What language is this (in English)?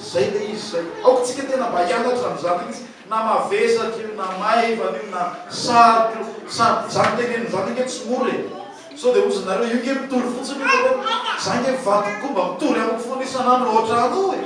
Malagasy